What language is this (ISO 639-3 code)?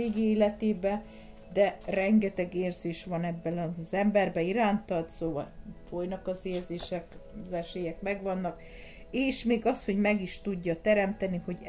hun